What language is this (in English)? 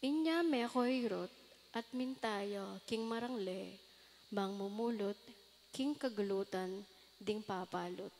Pampanga